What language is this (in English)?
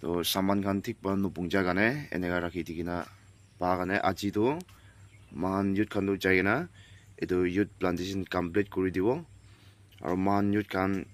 Naga Pidgin